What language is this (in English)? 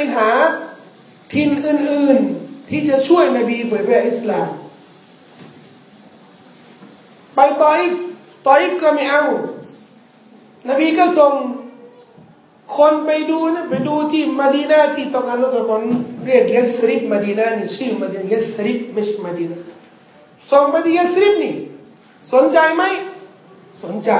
Thai